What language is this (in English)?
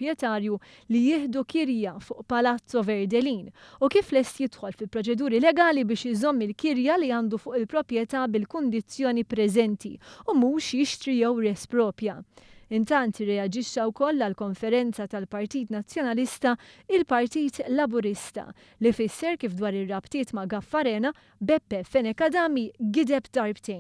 Maltese